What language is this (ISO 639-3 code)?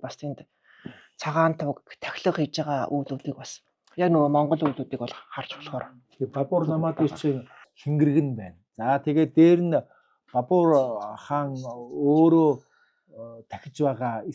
mon